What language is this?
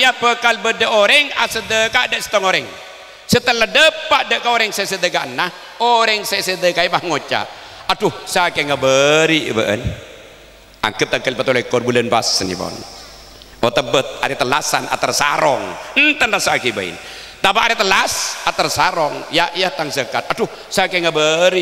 Madurese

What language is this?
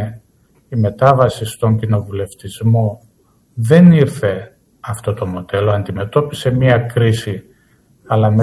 Greek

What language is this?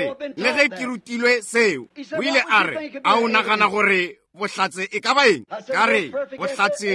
Northern Sotho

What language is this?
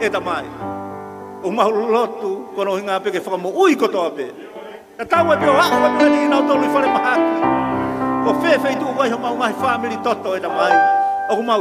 Tongan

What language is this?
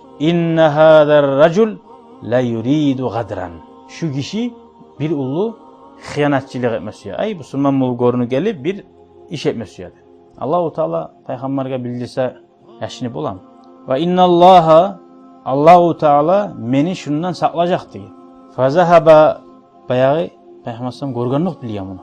Kumyk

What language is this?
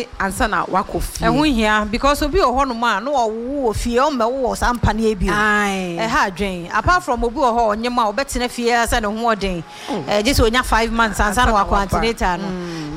Akan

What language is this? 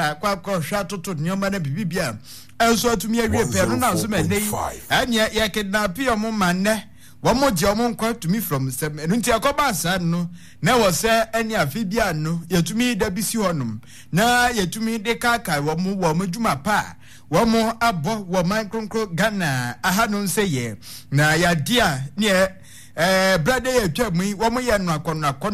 Akan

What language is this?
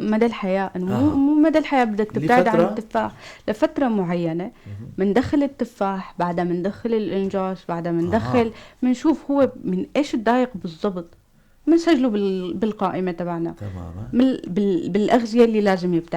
North Levantine Arabic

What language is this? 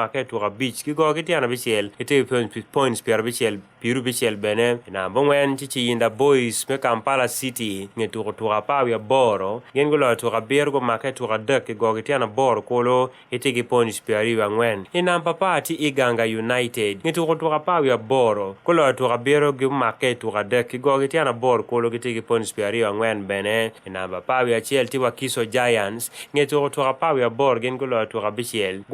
Acoli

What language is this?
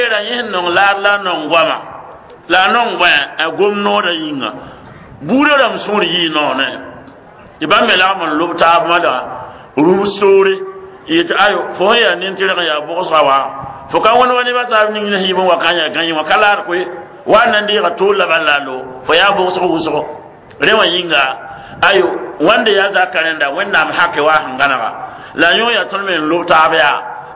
Mossi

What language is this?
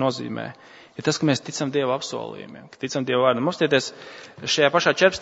Latvian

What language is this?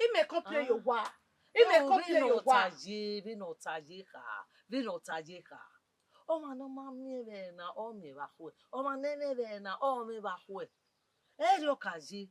Bini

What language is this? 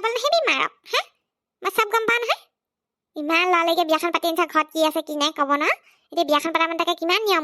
Assamese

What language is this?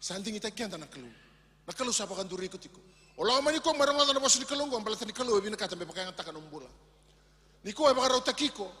Fijian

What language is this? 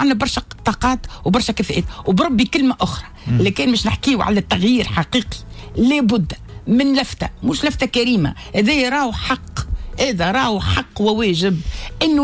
Tunisian Arabic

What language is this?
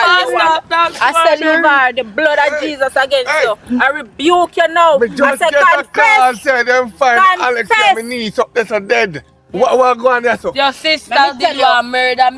Jamaican Creole English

